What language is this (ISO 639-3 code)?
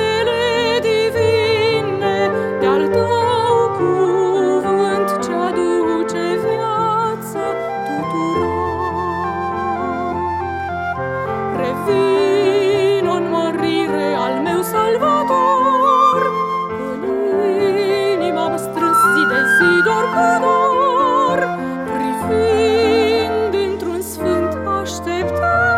ron